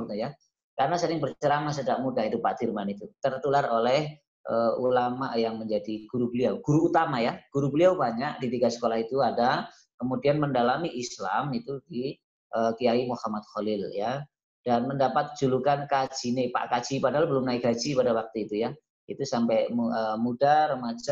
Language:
Indonesian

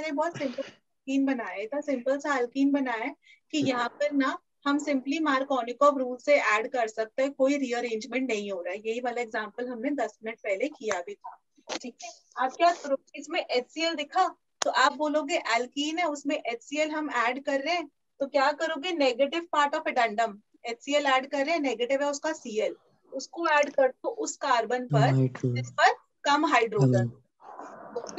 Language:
Hindi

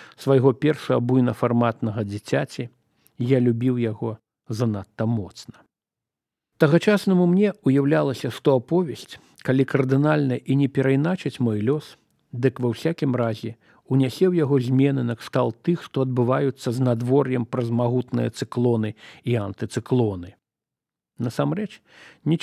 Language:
Belarusian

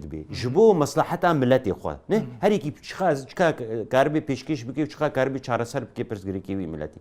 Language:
Kurdish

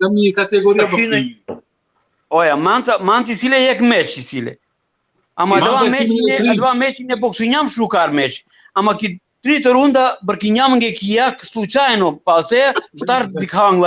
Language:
Balkan Romani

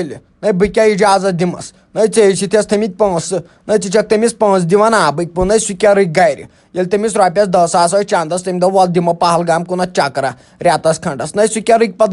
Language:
Kashmiri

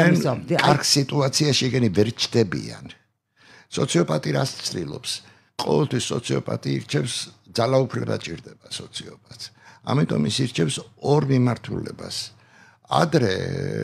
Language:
Georgian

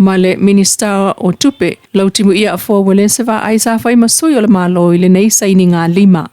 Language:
Samoan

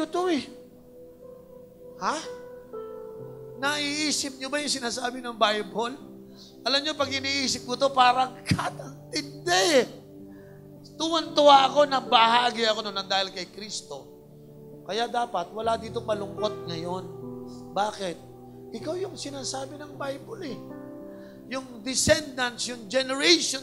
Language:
Filipino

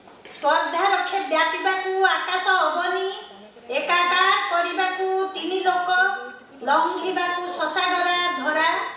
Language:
Odia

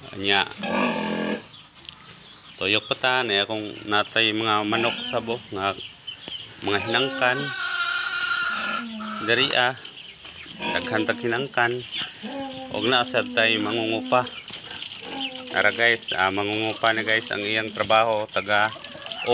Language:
Cebuano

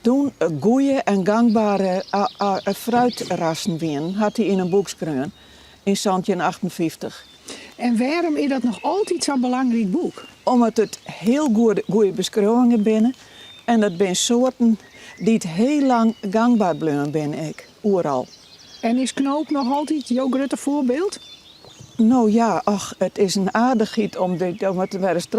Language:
Western Frisian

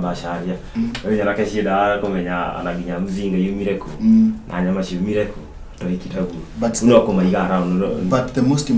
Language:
Kikuyu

